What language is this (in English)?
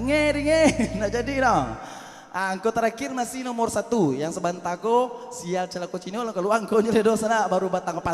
Minangkabau